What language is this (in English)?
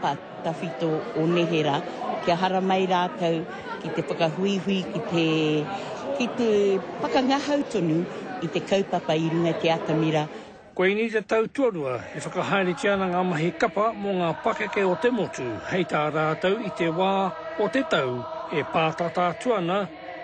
Māori